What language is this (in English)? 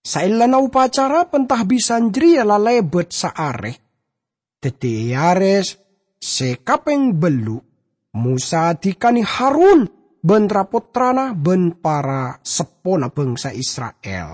Madurese